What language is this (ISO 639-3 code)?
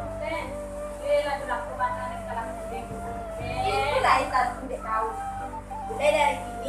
min